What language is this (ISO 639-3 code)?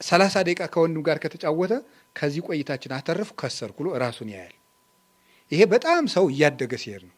amh